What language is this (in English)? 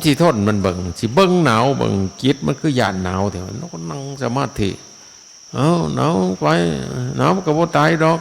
Northeastern Thai